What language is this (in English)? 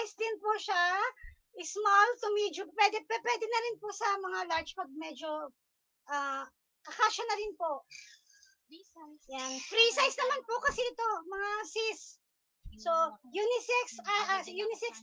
Filipino